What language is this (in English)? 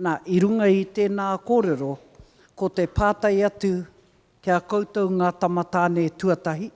Māori